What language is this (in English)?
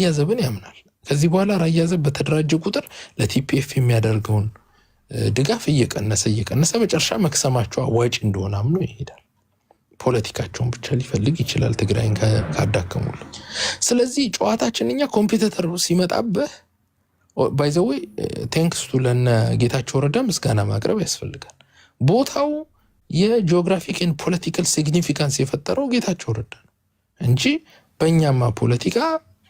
Amharic